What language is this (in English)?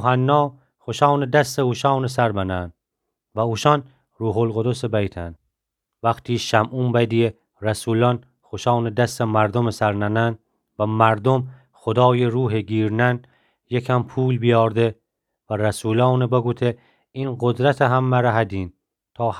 Gilaki